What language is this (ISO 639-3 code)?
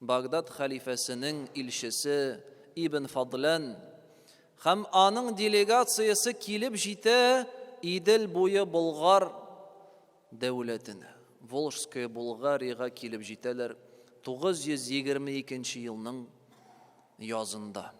tat